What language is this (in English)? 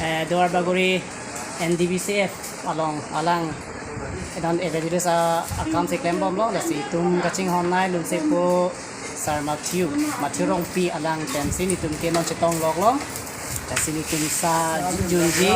Karbi